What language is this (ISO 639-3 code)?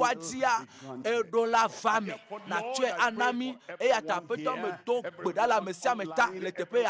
ewe